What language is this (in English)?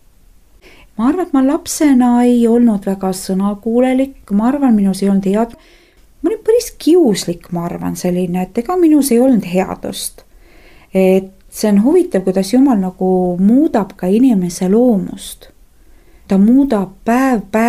Estonian